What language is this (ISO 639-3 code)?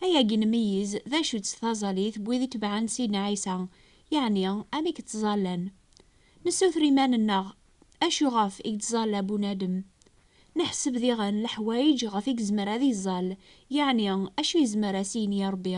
kab